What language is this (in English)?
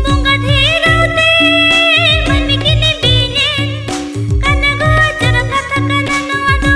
Santali